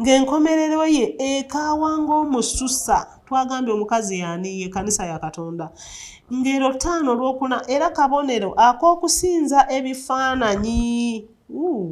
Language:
Ganda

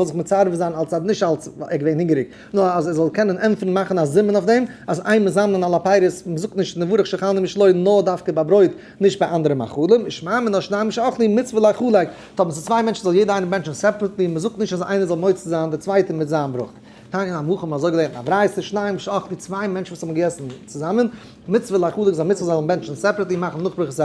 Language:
Yiddish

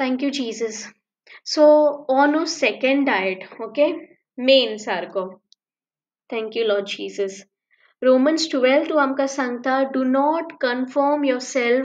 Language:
Konkani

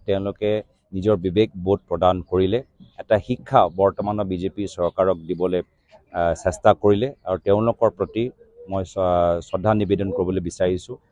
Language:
Assamese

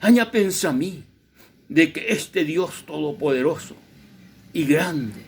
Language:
Guarani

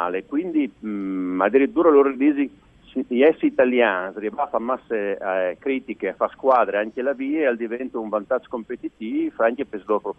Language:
Friulian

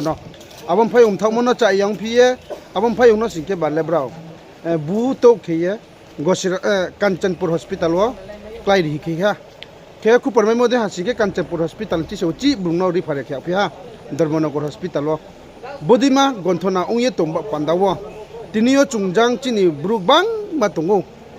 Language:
Riang (India)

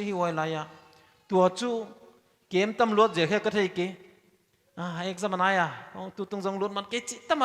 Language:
Paite Chin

